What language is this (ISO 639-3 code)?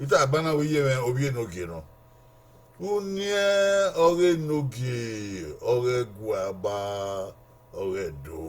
bin